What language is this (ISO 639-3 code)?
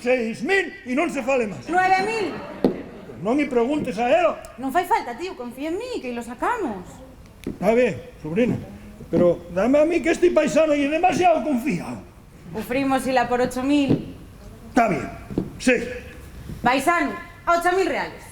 ast